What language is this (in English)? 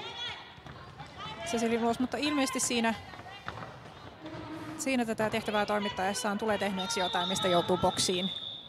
Finnish